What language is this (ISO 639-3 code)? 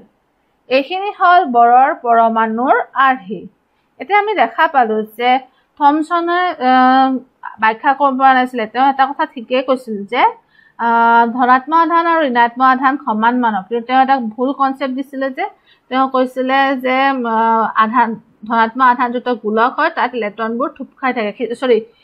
asm